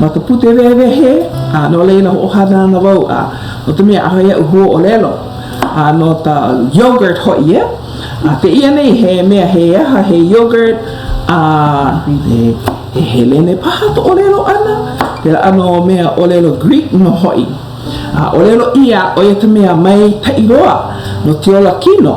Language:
Hawaiian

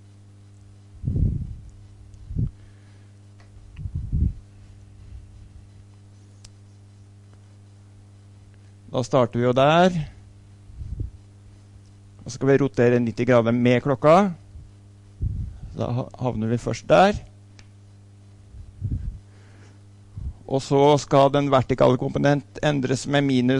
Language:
Norwegian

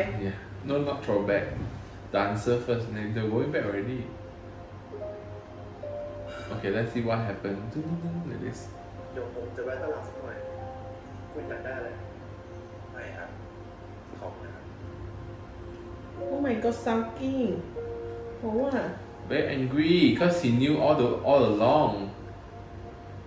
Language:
Thai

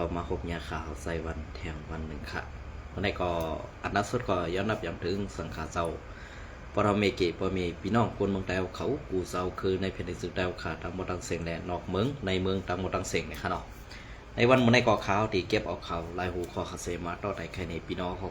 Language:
Shan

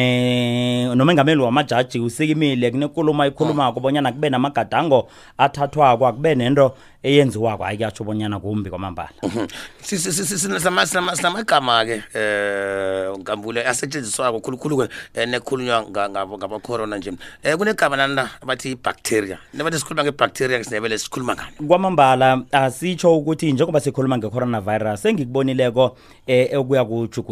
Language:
South Ndebele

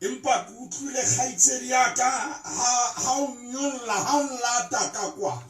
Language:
Southern Sotho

